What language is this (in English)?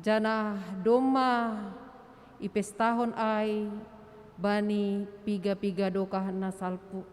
Batak Simalungun